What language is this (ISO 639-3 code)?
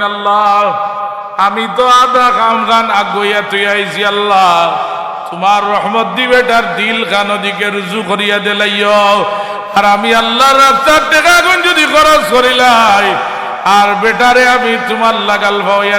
syl